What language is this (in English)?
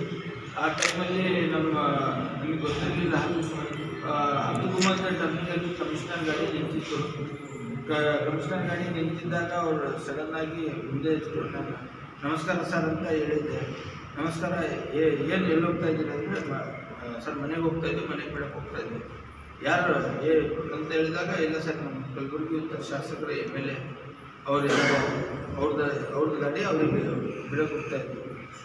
Kannada